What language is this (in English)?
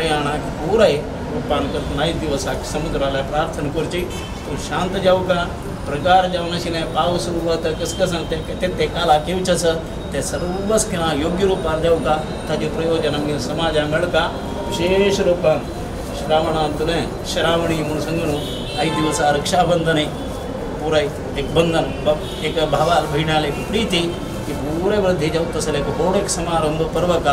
Konkani